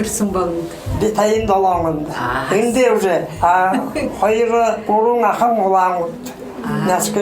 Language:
Buriat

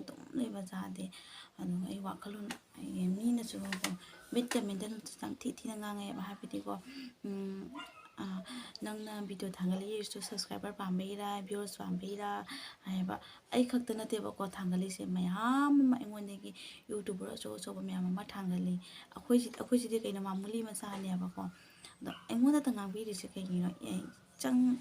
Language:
Manipuri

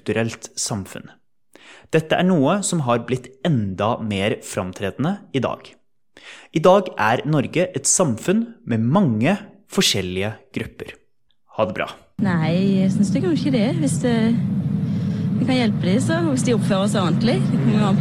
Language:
Norwegian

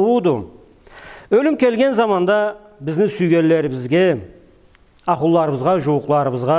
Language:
Karachay-Balkar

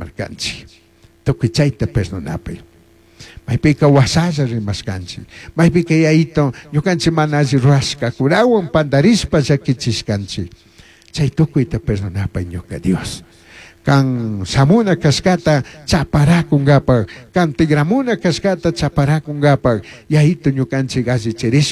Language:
Chimborazo Highland Quichua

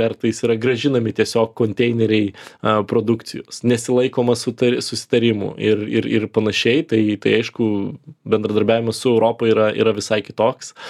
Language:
Lithuanian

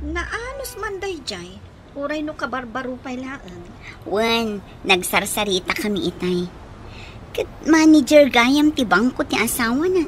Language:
Iloko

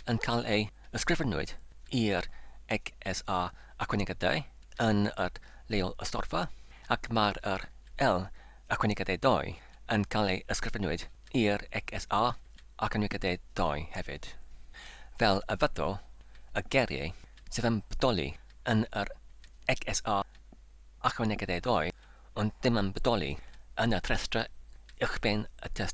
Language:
Welsh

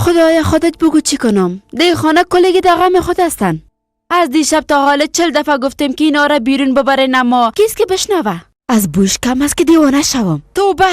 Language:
Persian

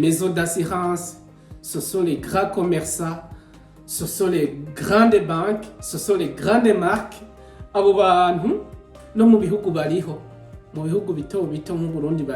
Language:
Rundi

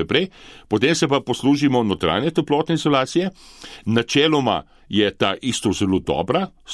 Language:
Slovenian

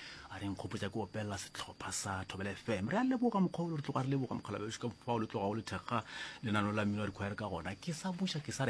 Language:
Northern Sotho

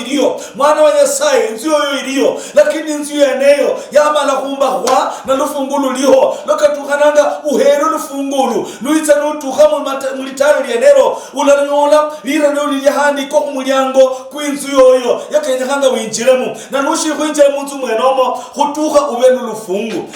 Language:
Luyia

